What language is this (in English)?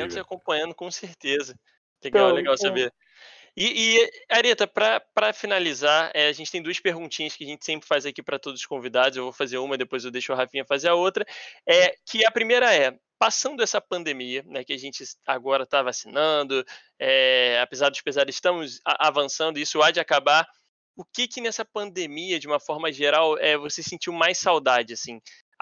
Portuguese